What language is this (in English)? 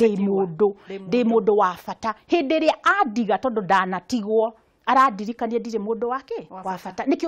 Kikuyu